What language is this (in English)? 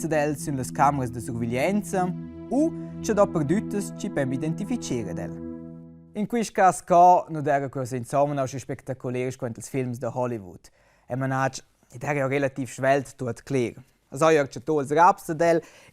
Romansh